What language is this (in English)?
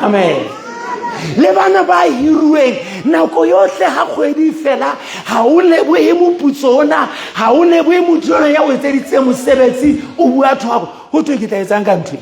Southern Sotho